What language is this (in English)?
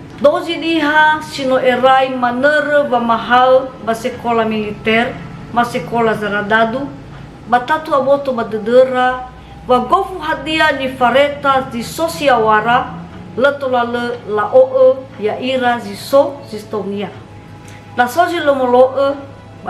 Nias